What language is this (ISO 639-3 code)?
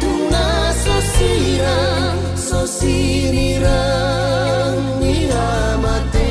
bbc